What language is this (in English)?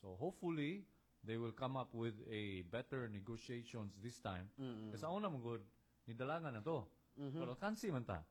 Cebuano